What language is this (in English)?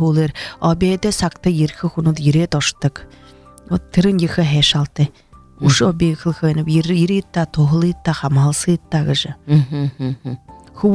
Buriat